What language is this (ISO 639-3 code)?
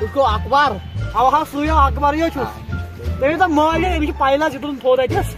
kas